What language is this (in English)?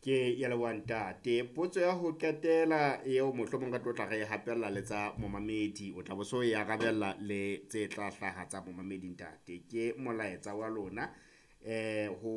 Southern Sotho